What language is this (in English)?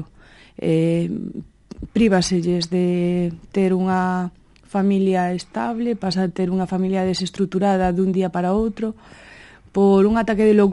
Galician